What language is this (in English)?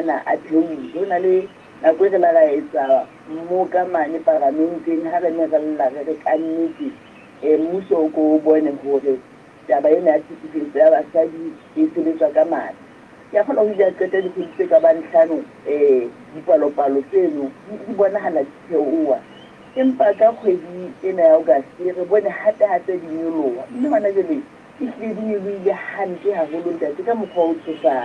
Southern Sotho